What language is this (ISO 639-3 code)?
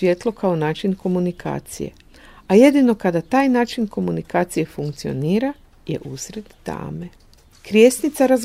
hrv